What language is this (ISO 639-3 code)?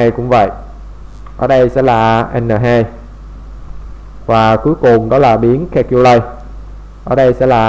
vie